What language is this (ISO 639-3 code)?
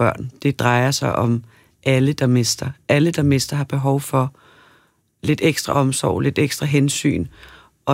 dan